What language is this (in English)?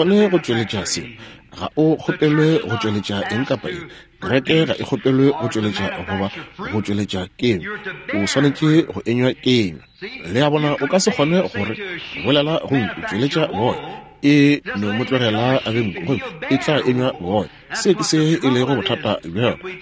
Northern Sotho